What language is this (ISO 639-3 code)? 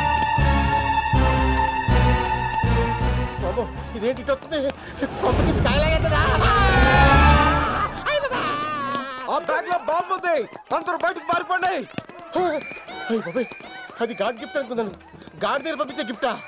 tel